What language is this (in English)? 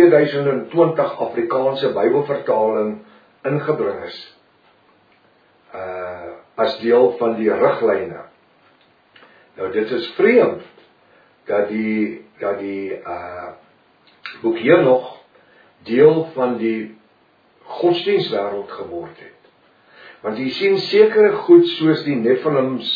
Afrikaans